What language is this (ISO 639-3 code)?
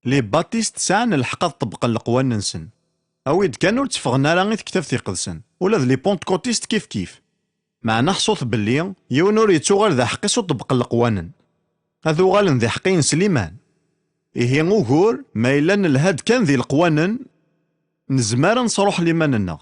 kab